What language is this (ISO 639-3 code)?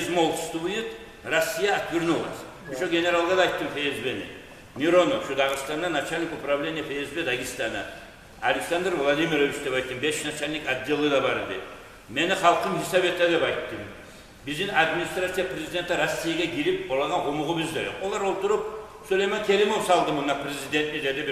kum